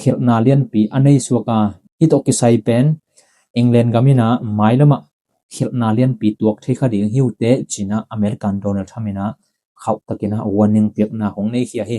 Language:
Tedim Chin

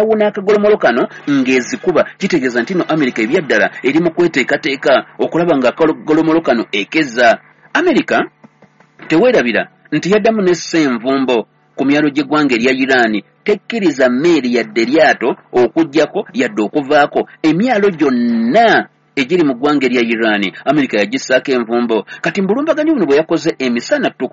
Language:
Ganda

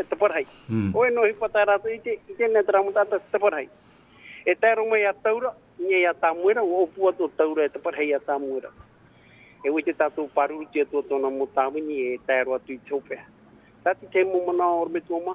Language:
Tahitian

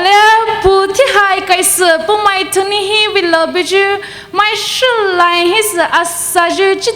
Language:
Poumei Naga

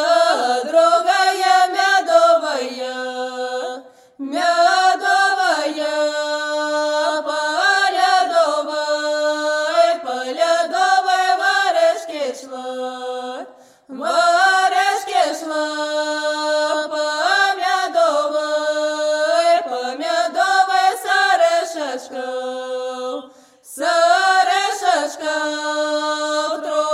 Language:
Russian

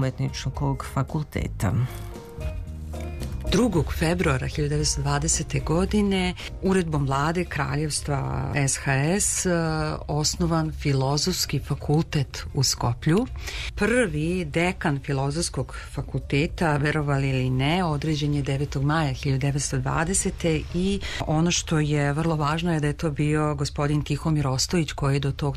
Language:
Serbian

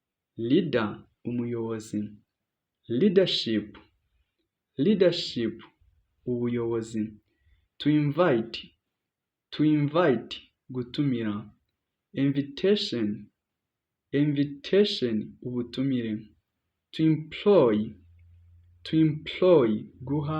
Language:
Kinyarwanda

